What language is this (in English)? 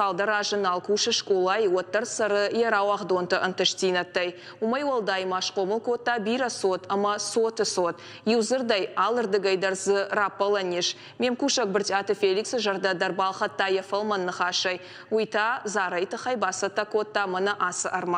Ossetic